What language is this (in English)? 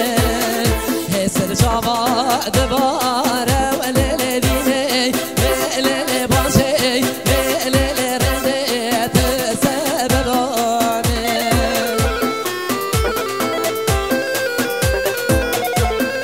Persian